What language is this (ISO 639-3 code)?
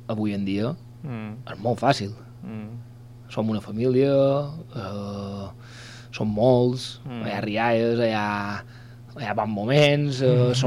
cat